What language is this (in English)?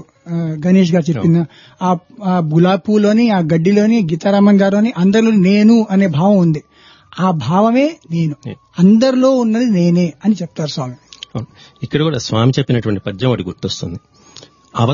Telugu